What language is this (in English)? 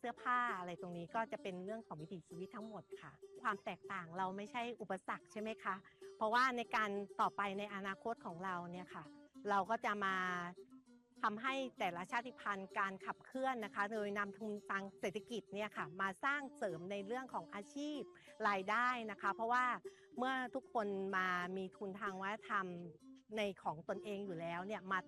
Thai